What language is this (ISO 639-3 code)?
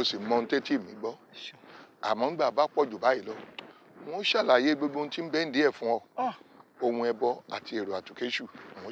yor